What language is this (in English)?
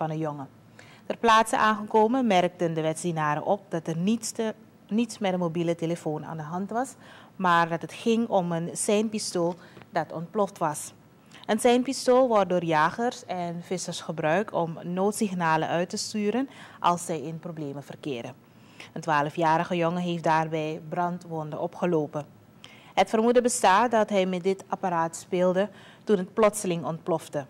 Dutch